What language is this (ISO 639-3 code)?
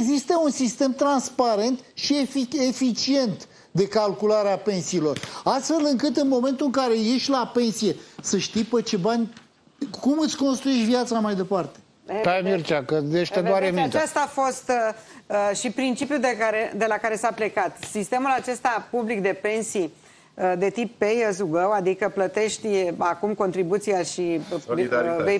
ron